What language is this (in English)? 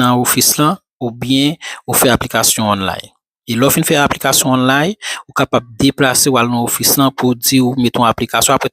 Haitian Creole